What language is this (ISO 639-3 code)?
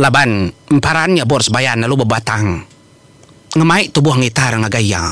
iba